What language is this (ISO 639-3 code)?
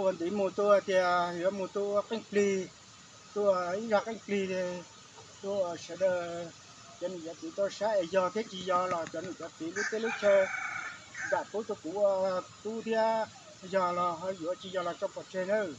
hmn